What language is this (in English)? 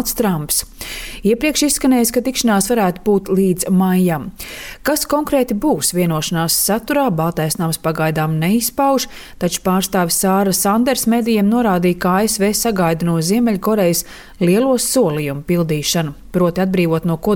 Latvian